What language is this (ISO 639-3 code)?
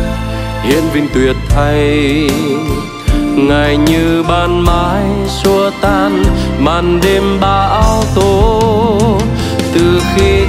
vie